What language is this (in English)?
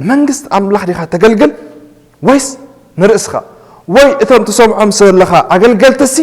Tigrinya